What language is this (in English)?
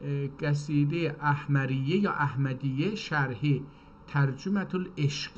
South Azerbaijani